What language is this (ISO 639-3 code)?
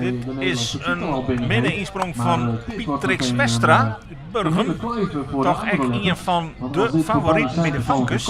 fry